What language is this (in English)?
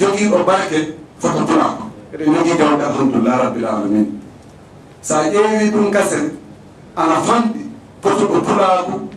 Fula